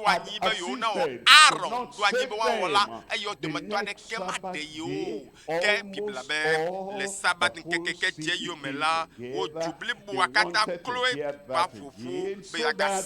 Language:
Ewe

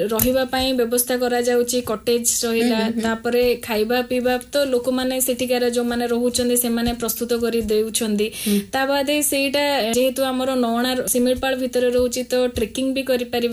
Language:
Odia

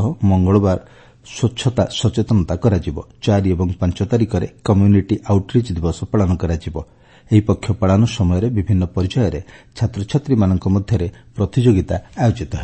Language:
Odia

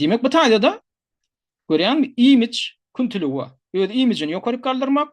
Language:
Turkmen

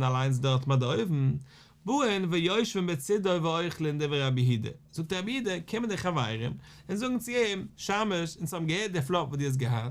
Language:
Yiddish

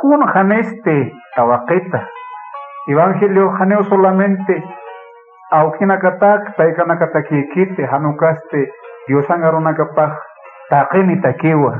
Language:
Aymara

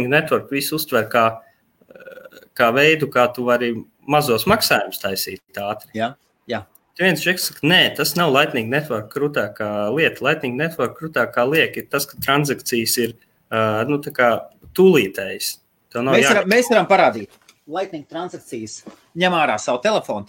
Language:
Latvian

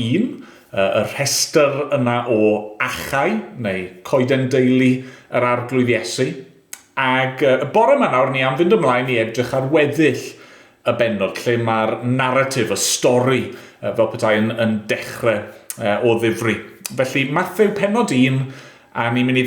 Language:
Welsh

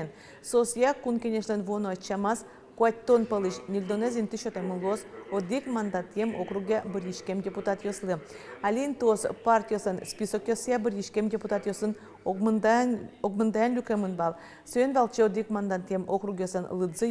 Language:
Udmurt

